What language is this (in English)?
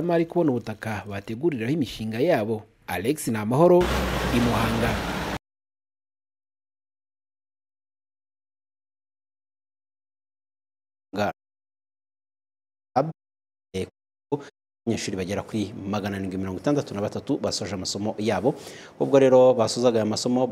Kinyarwanda